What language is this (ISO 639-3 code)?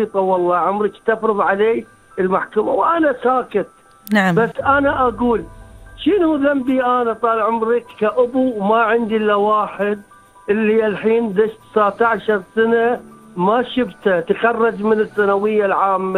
afb